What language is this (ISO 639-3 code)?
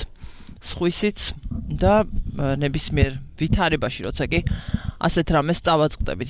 kat